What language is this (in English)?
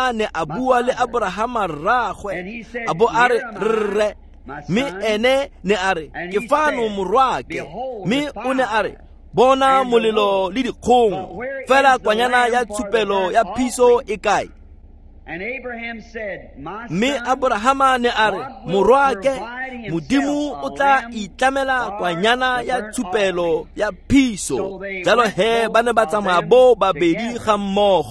Tswana